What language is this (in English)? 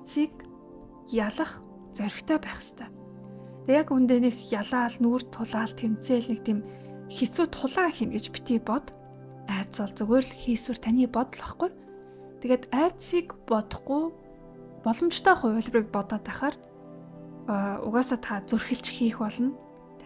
Mongolian